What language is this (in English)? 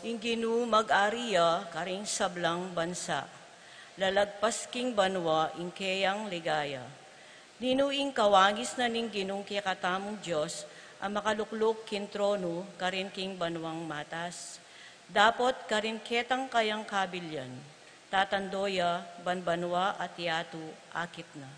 Pampanga